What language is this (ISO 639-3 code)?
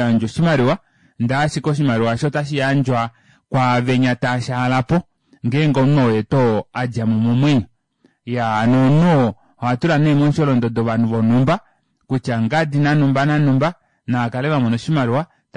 kua